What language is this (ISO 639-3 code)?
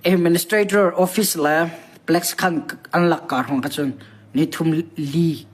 cnh